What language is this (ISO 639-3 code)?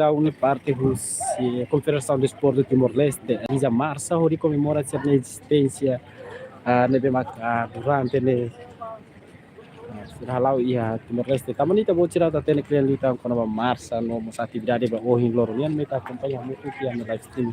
tet